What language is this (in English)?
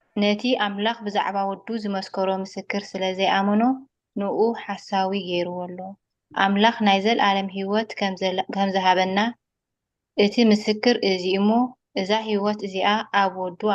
Tigrinya